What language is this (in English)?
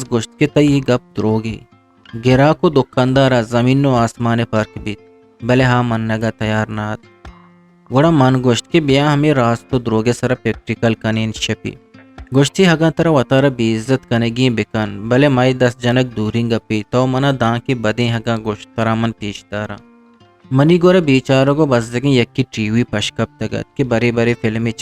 Eastern Balochi